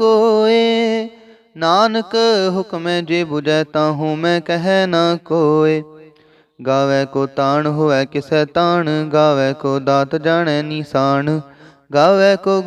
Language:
Punjabi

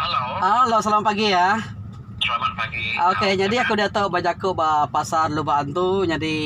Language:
Iban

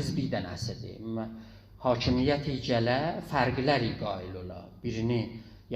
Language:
South Azerbaijani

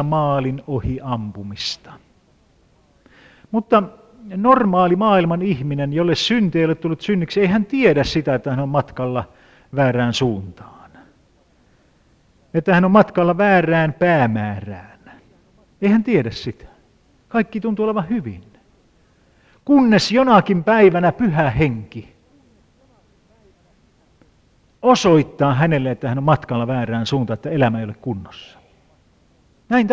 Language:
Finnish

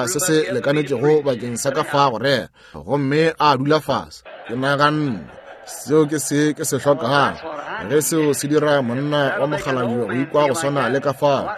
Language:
Northern Sotho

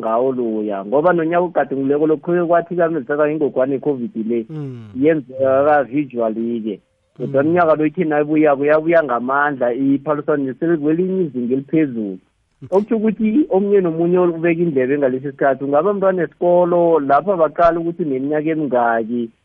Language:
South Ndebele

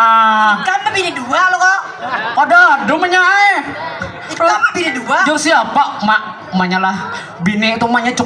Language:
Banjar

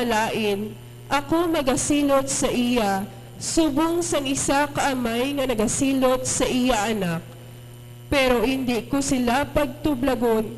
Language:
Hiligaynon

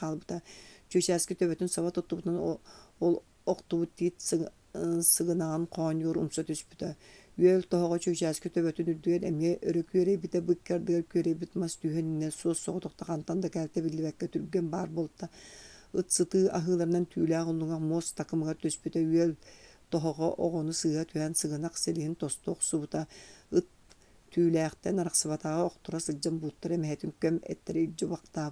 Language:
Yakut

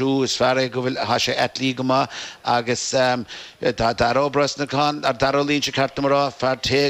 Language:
Irish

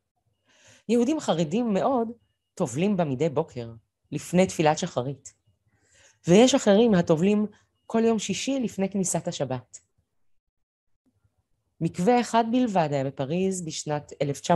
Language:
Hebrew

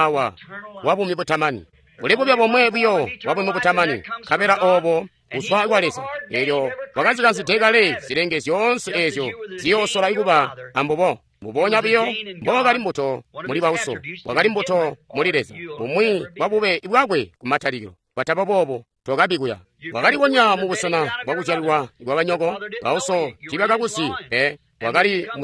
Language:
Tonga (Zambia)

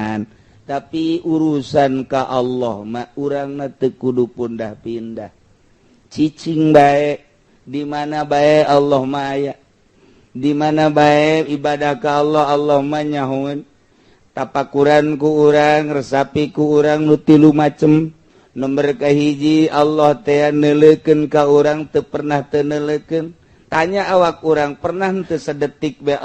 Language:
Sundanese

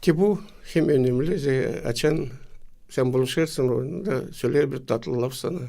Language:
Gagauz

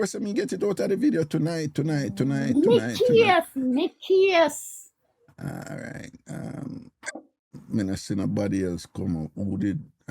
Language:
Jamaican Creole English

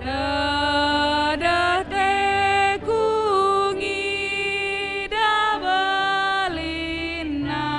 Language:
Batak Karo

